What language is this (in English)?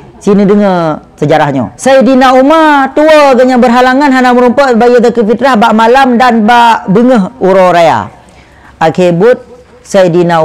Achinese